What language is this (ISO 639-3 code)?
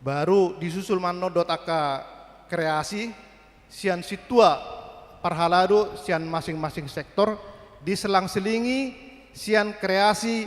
bbc